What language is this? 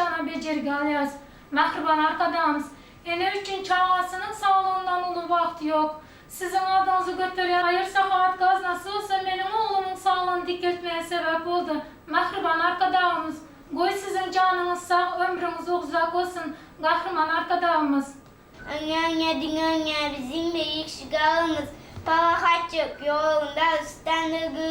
Turkmen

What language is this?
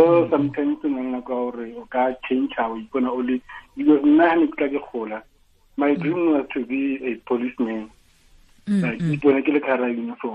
Tswana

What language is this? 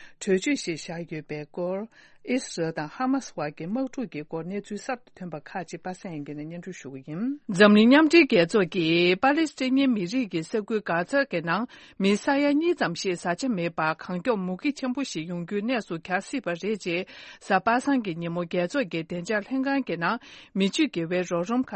Tibetan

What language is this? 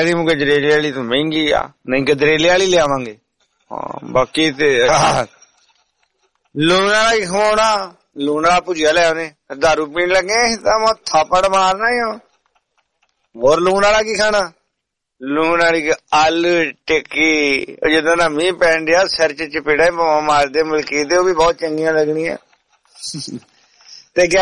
Punjabi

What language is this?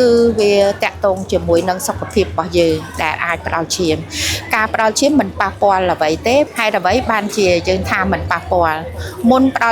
Khmer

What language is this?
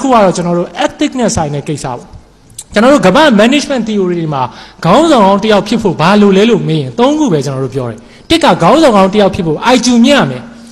Burmese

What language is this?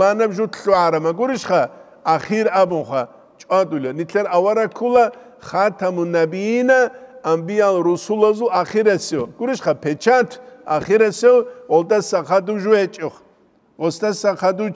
Avaric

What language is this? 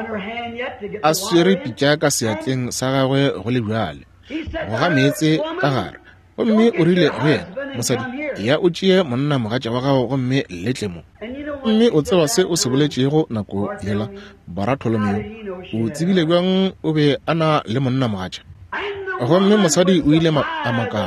Northern Sotho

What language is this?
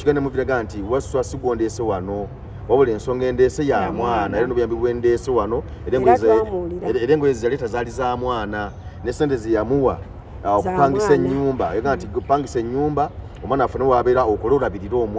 Ganda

